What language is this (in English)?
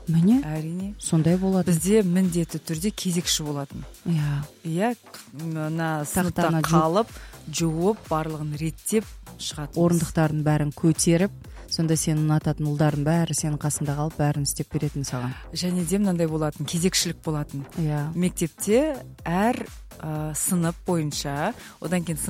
Kazakh